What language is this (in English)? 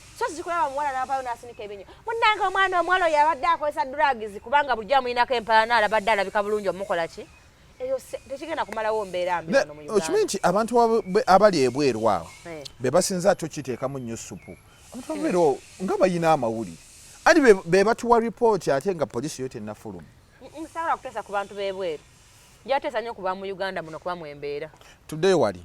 Ganda